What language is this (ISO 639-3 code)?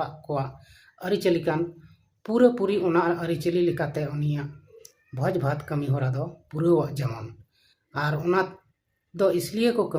sat